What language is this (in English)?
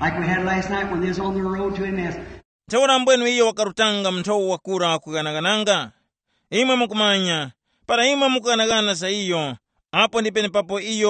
Tumbuka